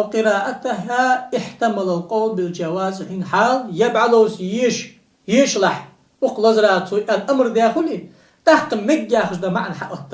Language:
Ingush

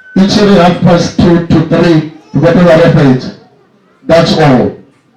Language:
Venda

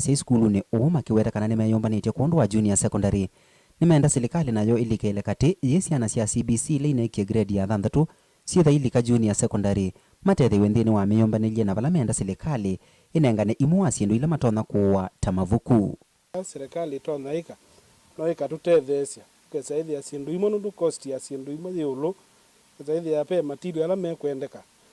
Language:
Kamba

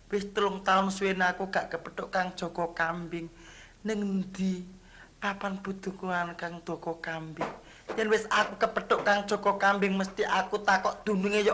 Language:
Javanese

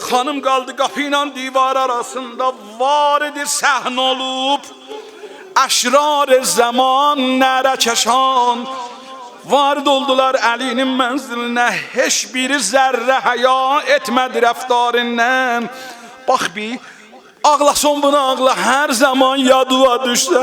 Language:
South Azerbaijani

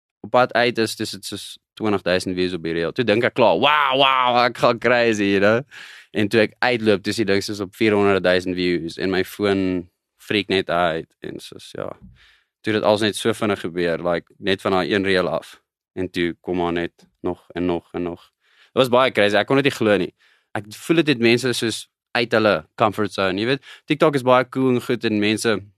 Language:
Afrikaans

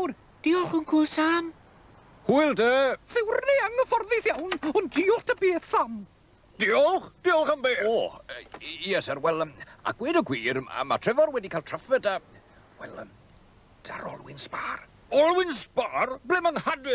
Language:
Welsh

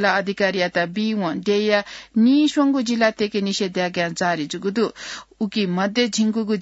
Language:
Newari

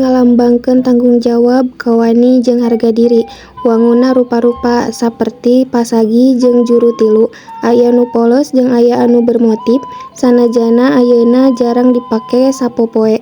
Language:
Sundanese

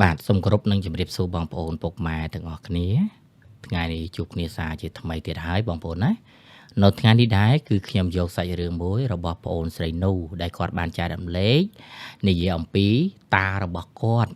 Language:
Khmer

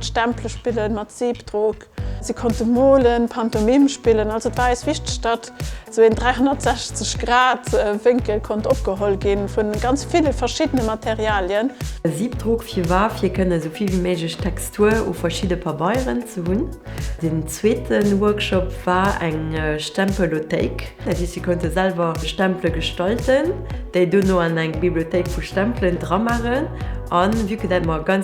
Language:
Luxembourgish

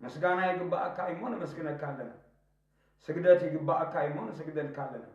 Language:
Tigrinya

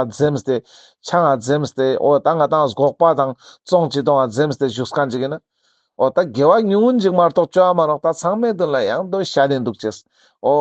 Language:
Ladakhi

